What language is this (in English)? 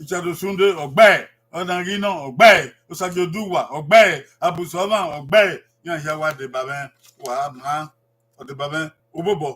Bini